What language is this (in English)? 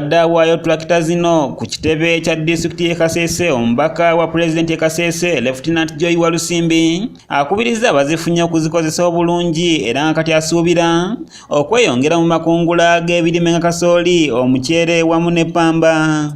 Ganda